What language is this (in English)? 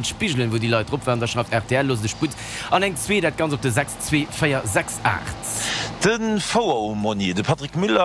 Luxembourgish